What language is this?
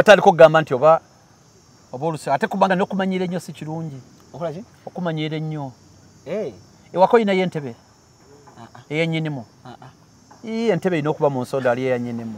Ganda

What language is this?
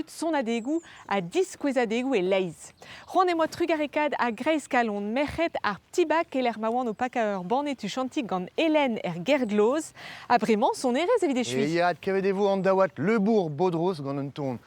Breton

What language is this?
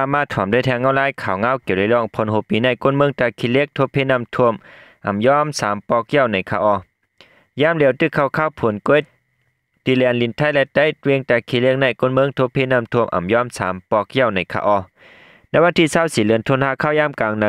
Shan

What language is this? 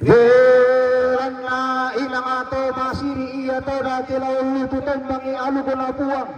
Toraja-Sa'dan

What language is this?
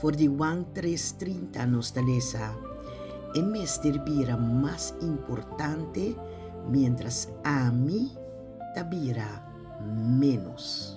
Papiamento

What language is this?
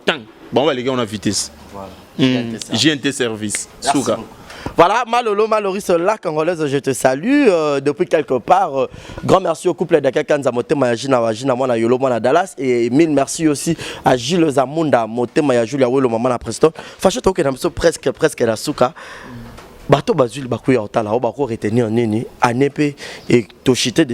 Lingala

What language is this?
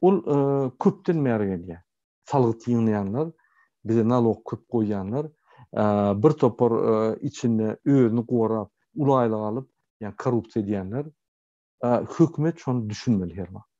Turkmen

